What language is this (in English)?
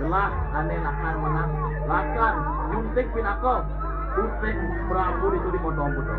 Balinese